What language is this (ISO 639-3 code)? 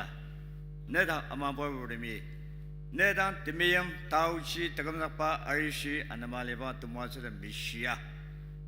njo